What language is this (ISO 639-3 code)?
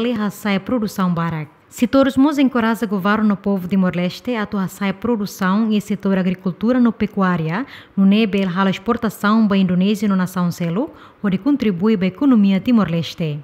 tet